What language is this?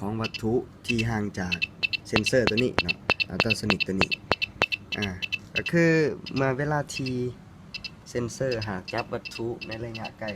Lao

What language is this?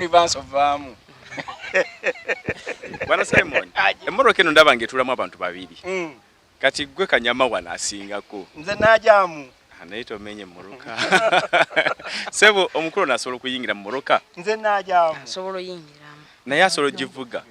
Ganda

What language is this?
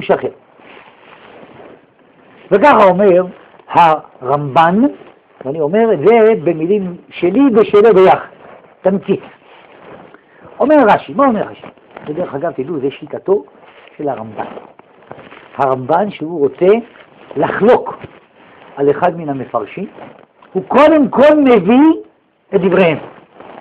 Hebrew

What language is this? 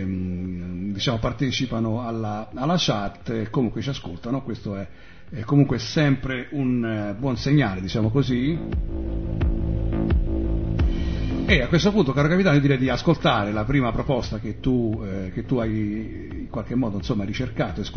Italian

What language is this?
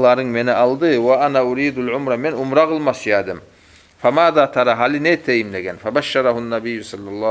Kumyk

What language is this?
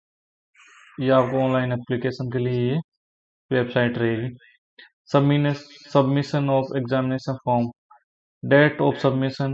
Hindi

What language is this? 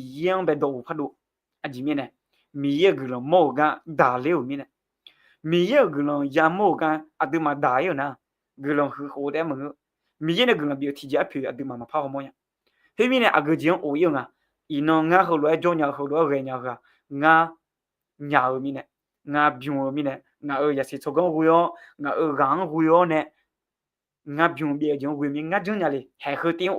Akha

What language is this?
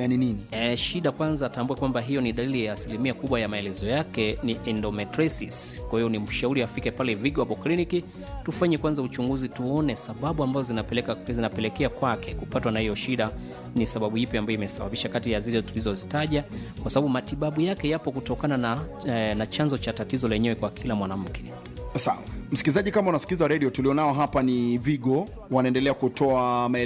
Swahili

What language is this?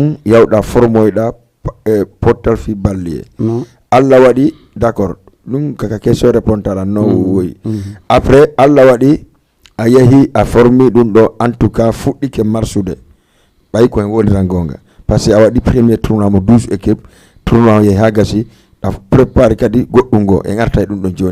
Fula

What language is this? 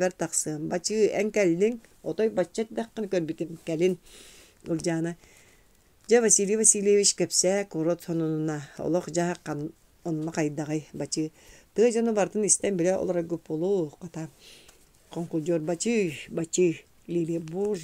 Yakut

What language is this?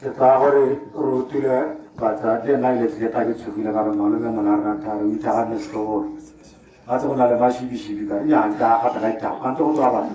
Tswana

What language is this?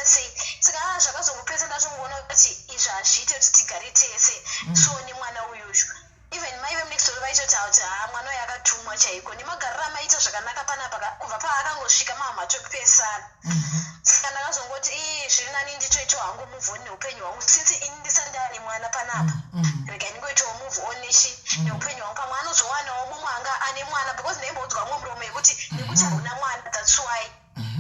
Shona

